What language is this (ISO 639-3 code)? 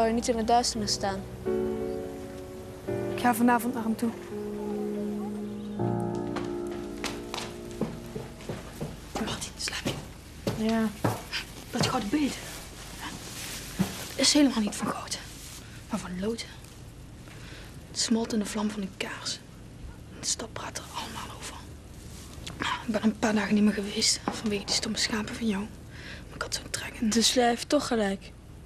nld